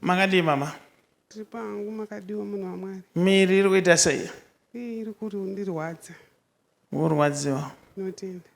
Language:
Shona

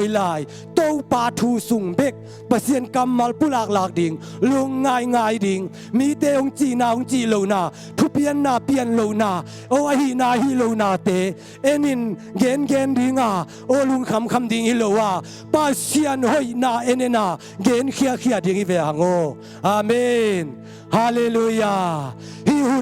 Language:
Tedim Chin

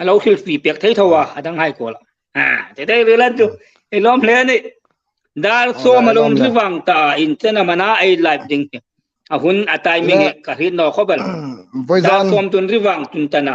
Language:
Hmar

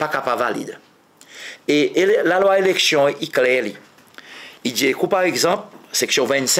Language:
Seselwa Creole French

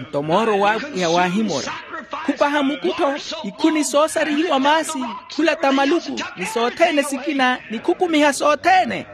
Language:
Makhuwa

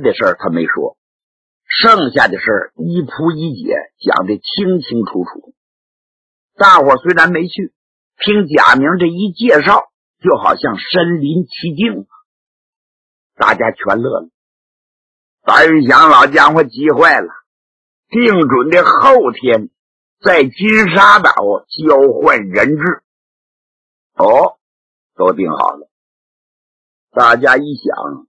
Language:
Chinese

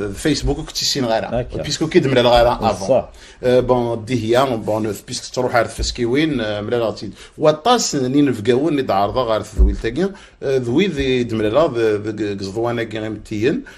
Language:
Kabyle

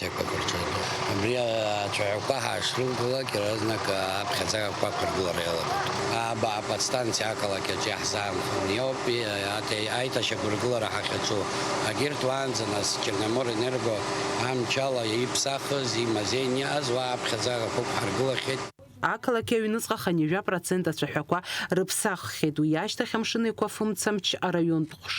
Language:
Abkhazian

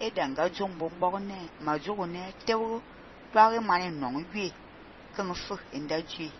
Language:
Fang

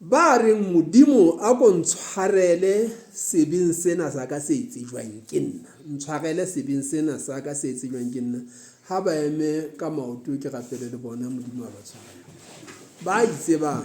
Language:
Southern Sotho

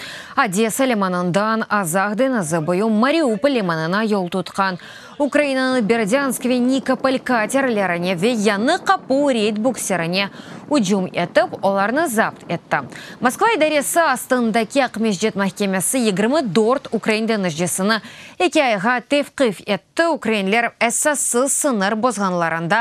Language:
Crimean Tatar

